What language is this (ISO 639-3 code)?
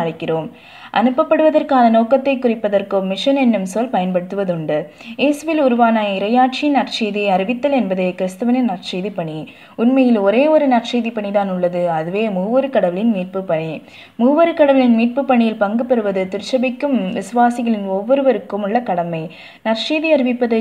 tam